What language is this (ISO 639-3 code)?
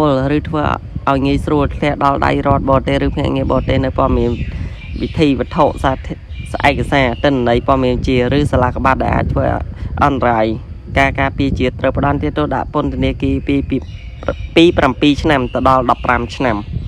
khm